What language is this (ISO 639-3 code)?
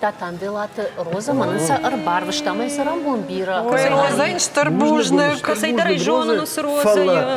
oss